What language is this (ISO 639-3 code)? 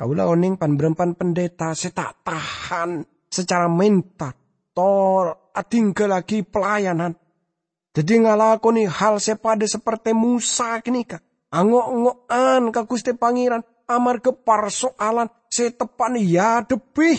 mad